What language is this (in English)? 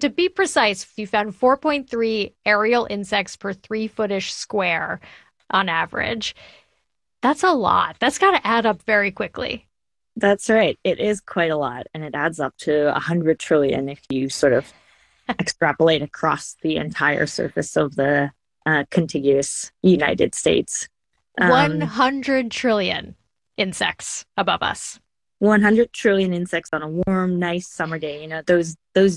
English